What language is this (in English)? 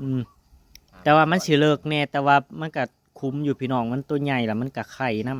Northeastern Thai